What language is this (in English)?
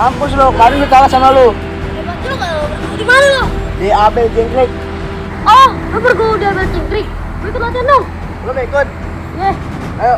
Betawi